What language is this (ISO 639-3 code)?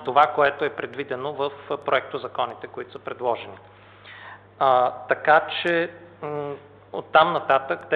bul